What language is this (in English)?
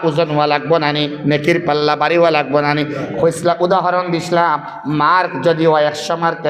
Sylheti